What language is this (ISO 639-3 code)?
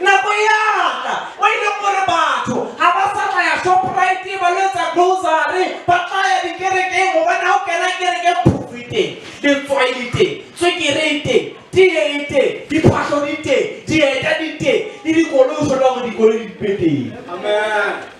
sot